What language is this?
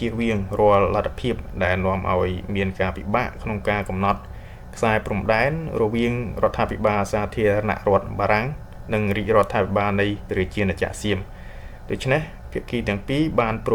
Khmer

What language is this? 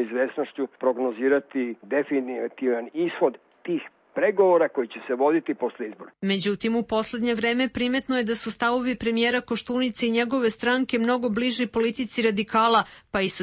Serbian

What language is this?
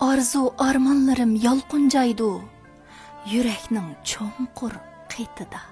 Uyghur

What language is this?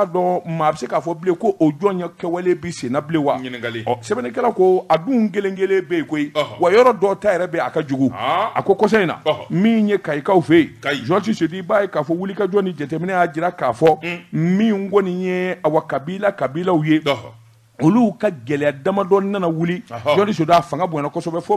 Bambara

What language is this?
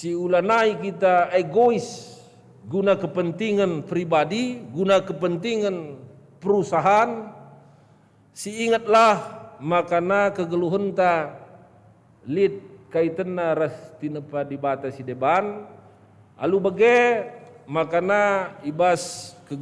Batak Karo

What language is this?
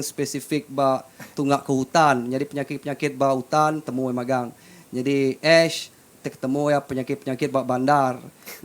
Iban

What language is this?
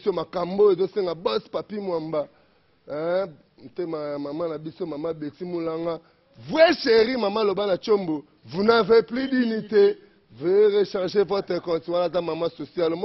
Lingala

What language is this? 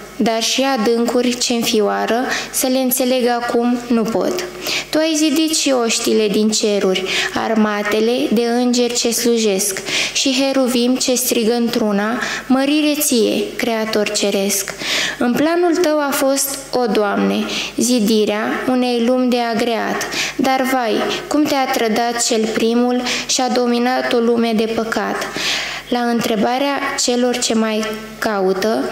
Romanian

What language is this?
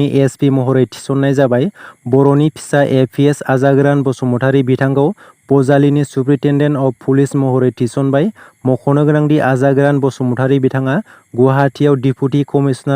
Bodo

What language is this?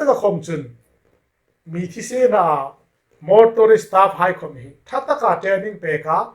Hmar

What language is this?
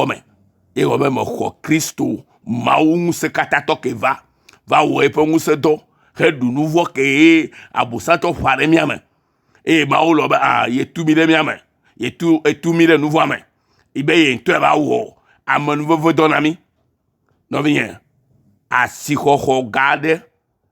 Ewe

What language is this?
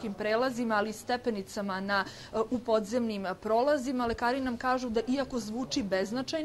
Serbian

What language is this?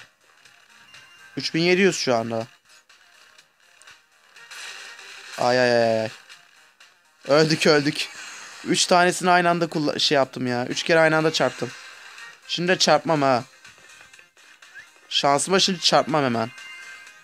Turkish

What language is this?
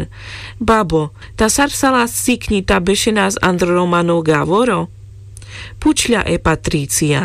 Carpathian Romani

